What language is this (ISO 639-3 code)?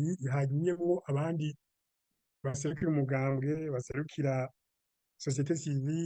run